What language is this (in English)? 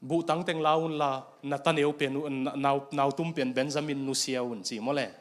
Tedim Chin